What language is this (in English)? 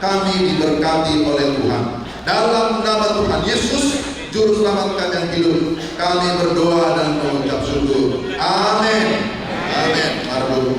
Batak Toba